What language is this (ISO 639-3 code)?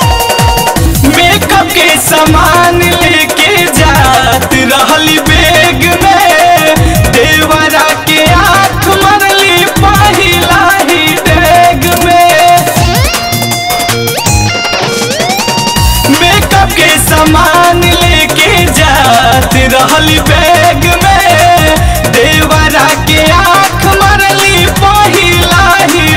bho